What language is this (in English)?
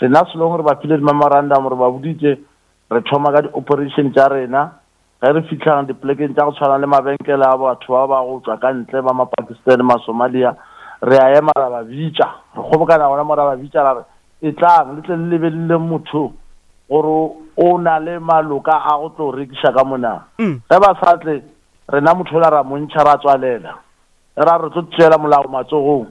Northern Sotho